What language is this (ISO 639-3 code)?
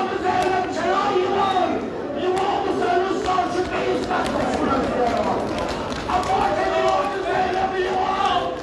kas